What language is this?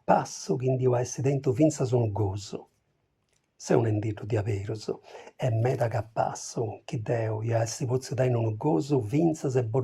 Sardinian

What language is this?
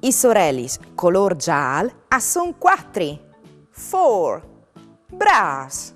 Friulian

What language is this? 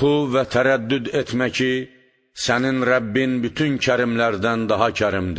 Azerbaijani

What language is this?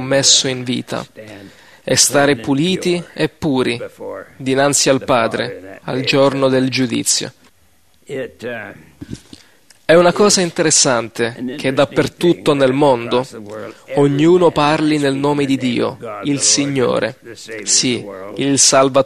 Italian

